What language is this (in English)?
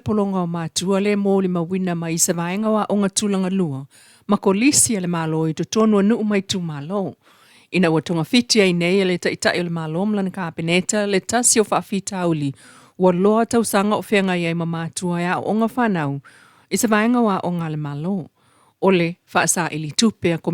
Samoan